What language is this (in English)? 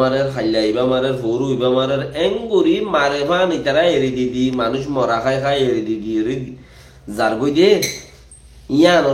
Rohingya